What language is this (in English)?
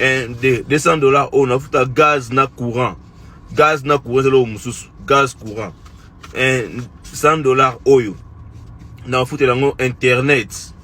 Lingala